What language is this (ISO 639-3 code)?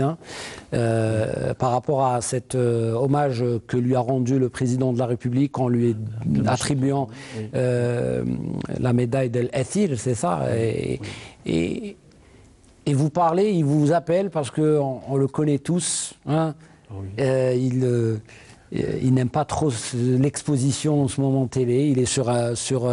fra